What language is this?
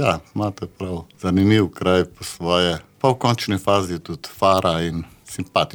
Slovenian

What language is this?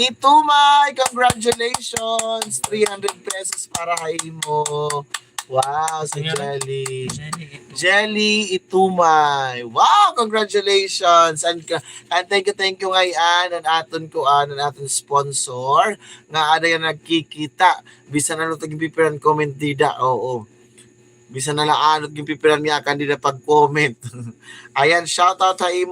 Waray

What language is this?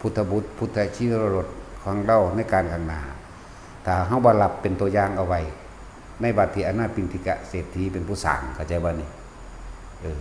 Northeastern Thai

